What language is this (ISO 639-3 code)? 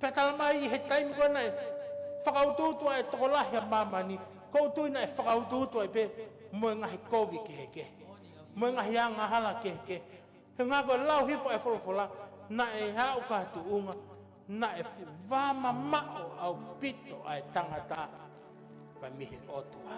ton